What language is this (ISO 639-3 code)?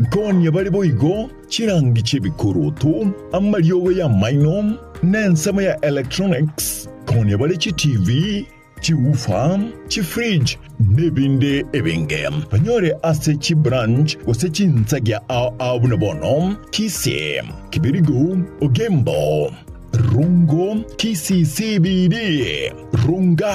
guz